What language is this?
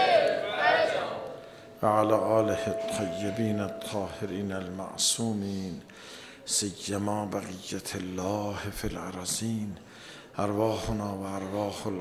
Persian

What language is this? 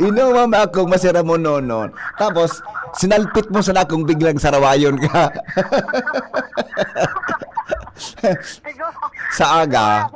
Bikol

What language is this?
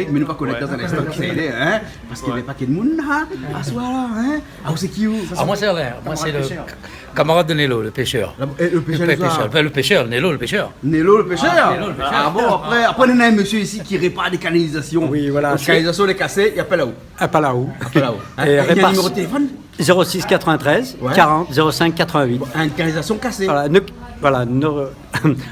Réunion Creole French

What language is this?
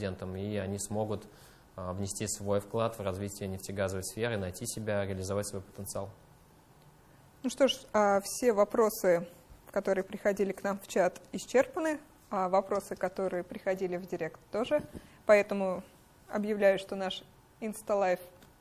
Russian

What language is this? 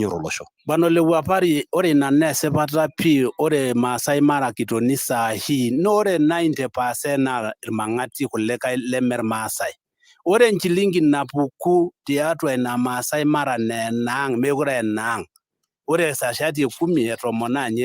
Masai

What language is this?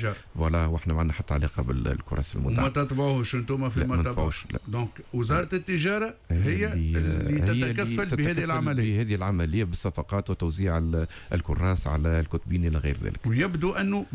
Tunisian Arabic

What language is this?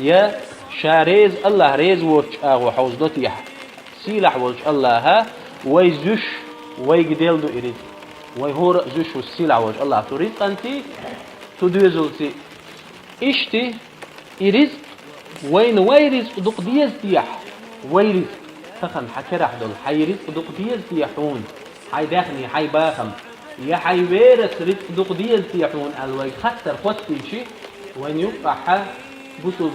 Chechen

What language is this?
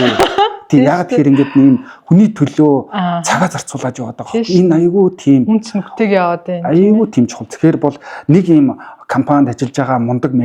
Mongolian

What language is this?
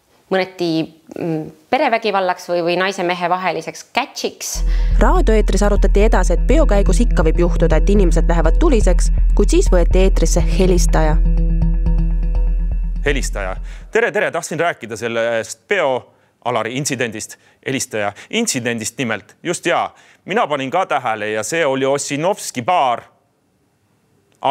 Estonian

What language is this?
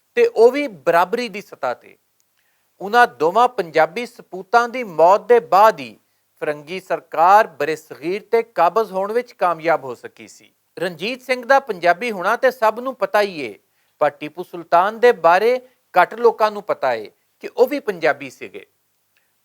Western Panjabi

